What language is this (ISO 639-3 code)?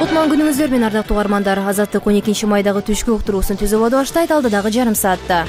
kir